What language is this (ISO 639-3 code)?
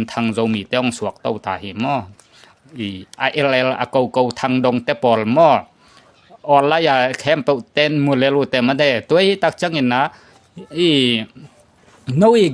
ctd